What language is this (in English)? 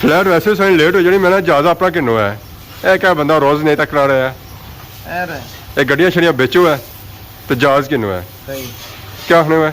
Pahari-Potwari